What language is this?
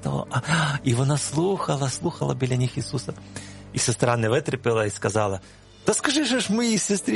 Ukrainian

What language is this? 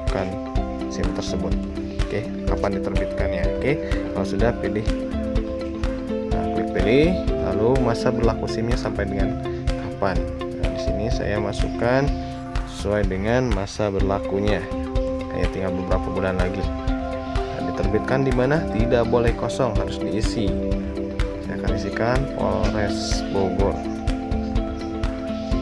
Indonesian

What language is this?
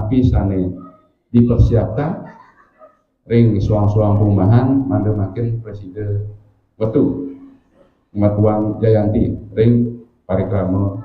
Balinese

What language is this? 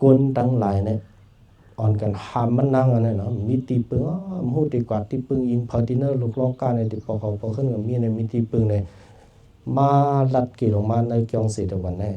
Shan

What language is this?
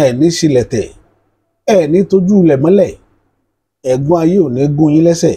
Yoruba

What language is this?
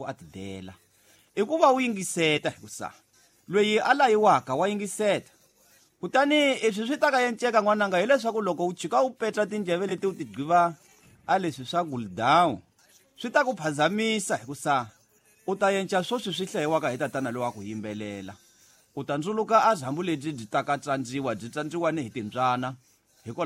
Tsonga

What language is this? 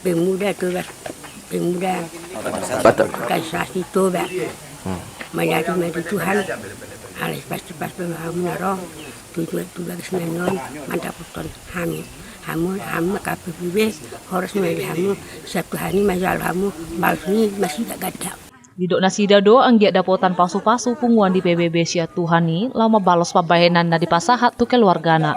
Batak Toba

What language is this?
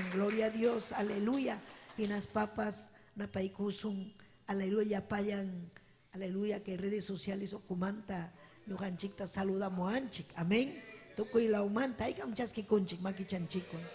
Ayacucho Quechua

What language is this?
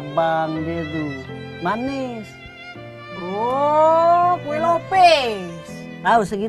Musi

